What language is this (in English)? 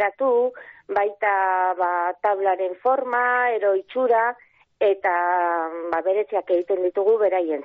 Basque